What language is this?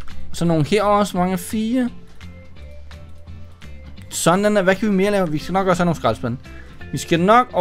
Danish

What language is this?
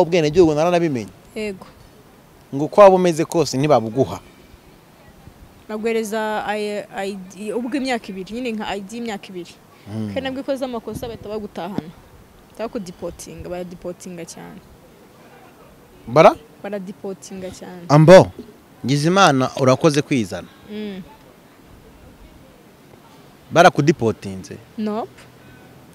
Kinyarwanda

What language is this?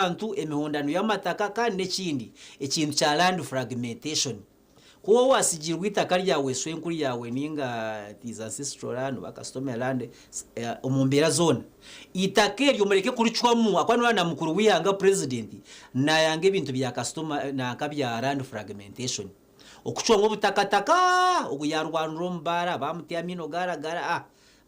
Nyankole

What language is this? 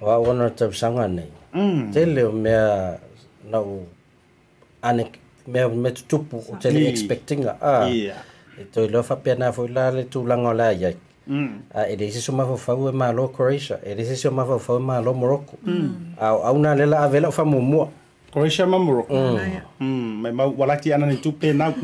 Samoan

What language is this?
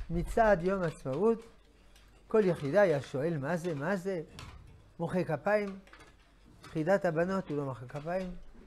Hebrew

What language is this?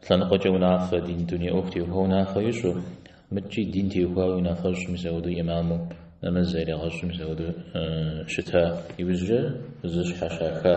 Kabardian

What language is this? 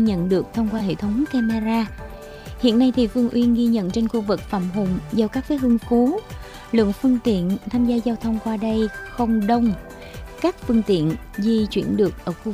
Vietnamese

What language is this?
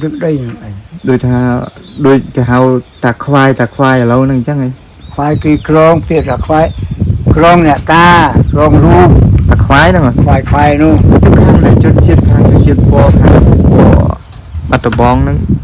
Khmer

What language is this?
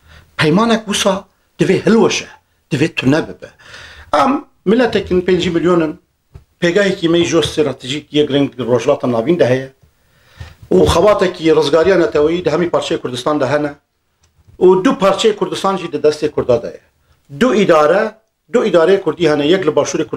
Kurdish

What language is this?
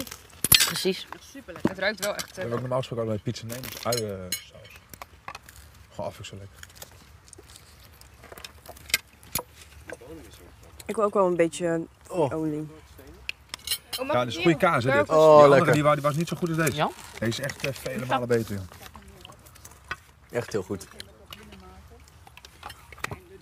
Dutch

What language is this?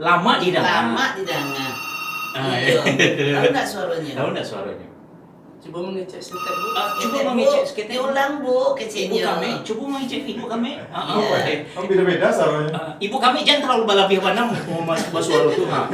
Minangkabau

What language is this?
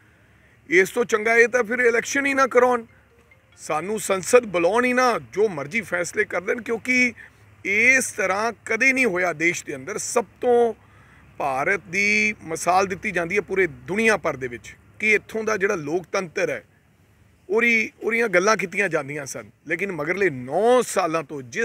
Punjabi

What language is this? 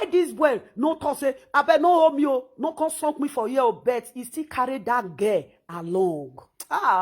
Nigerian Pidgin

